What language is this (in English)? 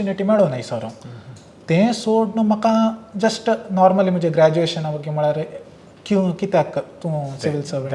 Konkani